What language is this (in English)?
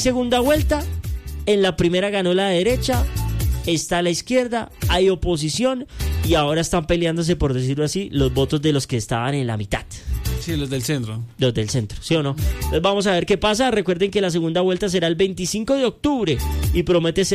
Spanish